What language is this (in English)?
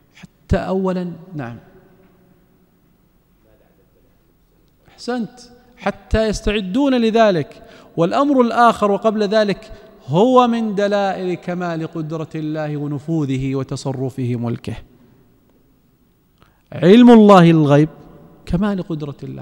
Arabic